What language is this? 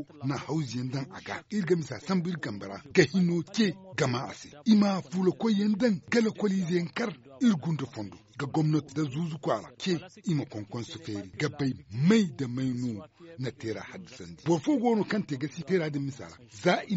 Zarma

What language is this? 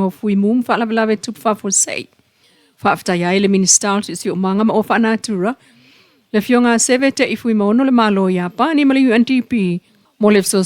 Samoan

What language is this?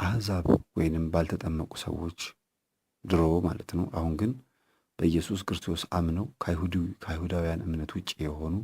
Amharic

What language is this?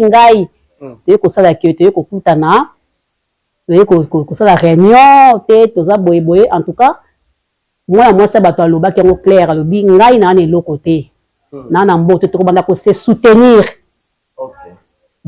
Lingala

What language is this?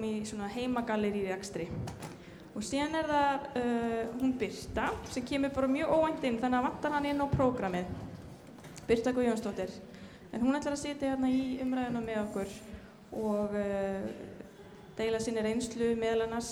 Icelandic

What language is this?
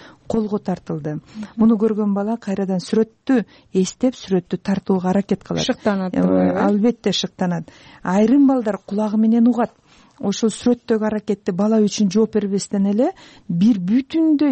Kyrgyz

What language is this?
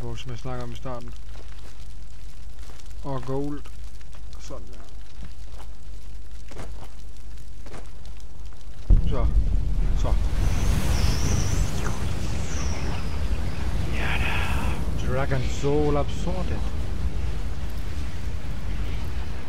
Danish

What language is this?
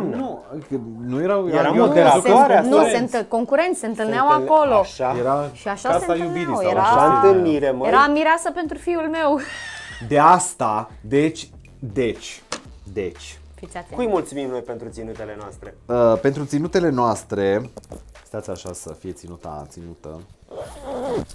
Romanian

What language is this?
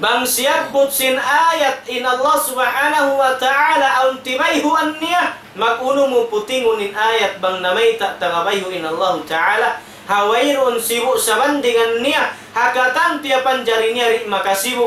Tausug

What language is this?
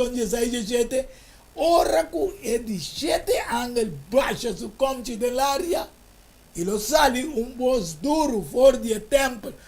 Papiamento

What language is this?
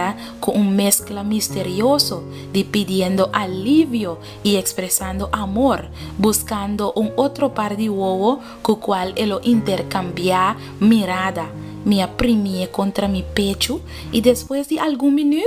Papiamento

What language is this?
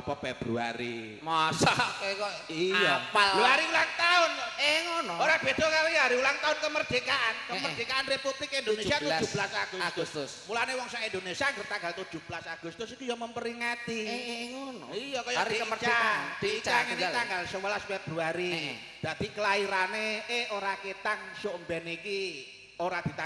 Javanese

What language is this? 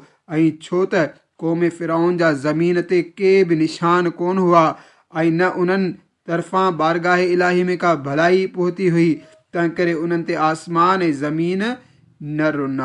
Sindhi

